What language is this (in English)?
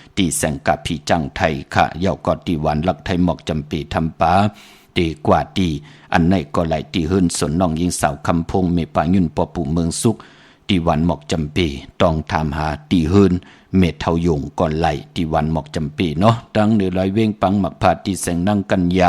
Shan